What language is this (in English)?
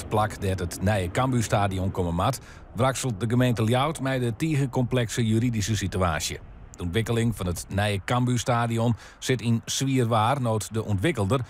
Western Frisian